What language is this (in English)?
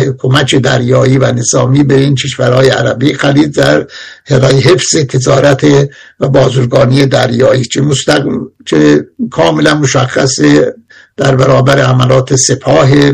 Persian